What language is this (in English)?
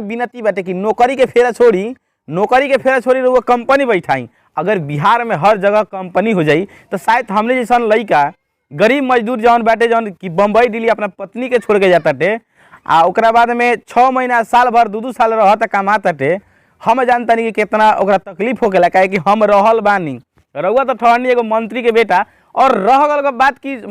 Bhojpuri